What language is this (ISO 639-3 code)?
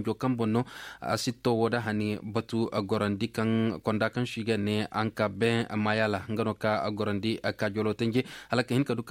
ses